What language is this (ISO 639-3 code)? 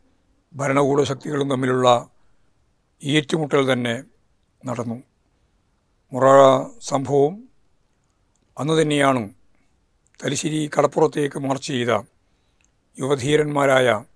mal